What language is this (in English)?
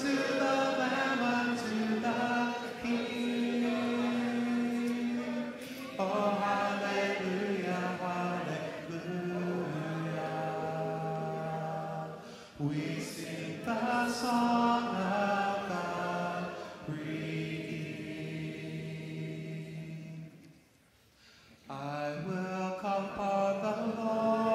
English